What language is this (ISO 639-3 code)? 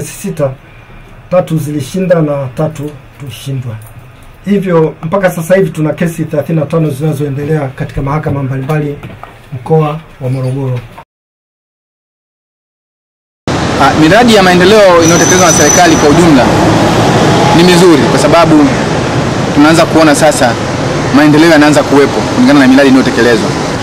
swa